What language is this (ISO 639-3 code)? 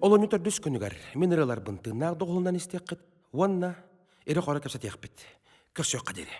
sah